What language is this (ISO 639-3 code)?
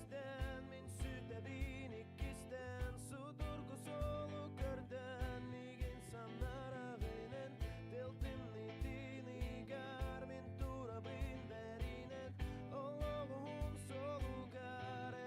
sah